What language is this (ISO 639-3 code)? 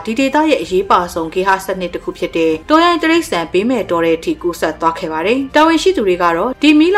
mya